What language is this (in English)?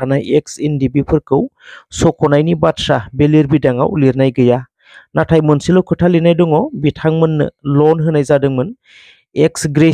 Bodo